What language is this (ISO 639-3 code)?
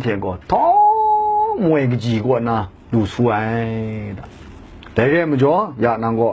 kac